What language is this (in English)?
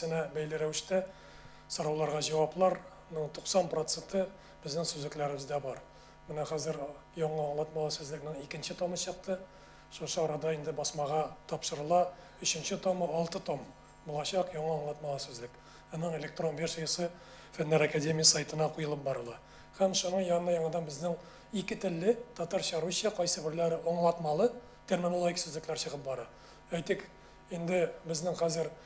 Tatar